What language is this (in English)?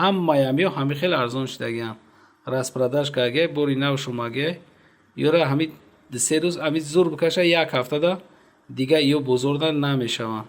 Tajik